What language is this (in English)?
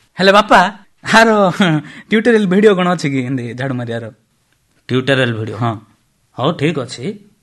Odia